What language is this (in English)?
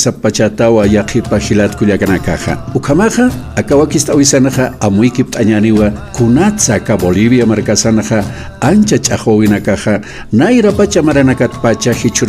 Aymara